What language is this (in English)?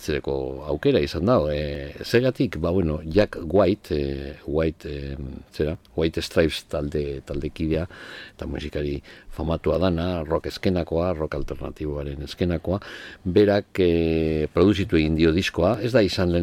Basque